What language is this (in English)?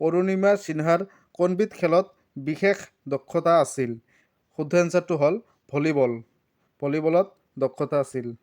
Assamese